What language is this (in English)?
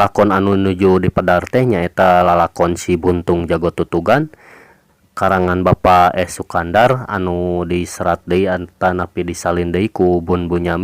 Sundanese